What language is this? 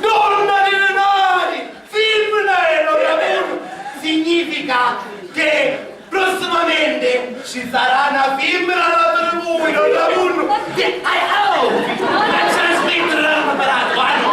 Sicilian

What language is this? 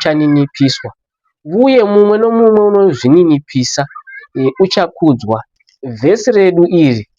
Shona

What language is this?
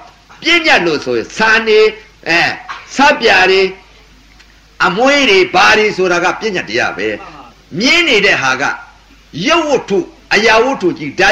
Burmese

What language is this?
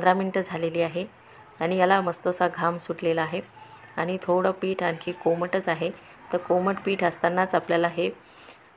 Marathi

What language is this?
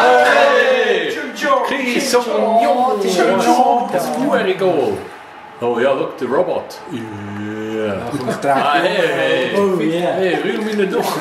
Swiss German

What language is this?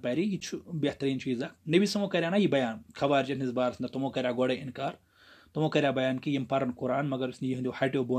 Kashmiri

